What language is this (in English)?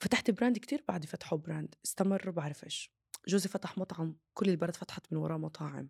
North Levantine Arabic